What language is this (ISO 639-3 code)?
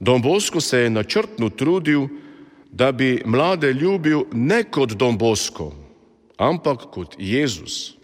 slv